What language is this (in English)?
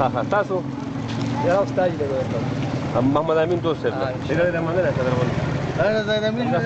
Pashto